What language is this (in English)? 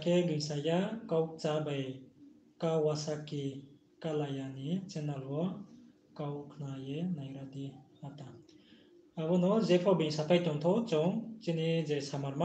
Riang (India)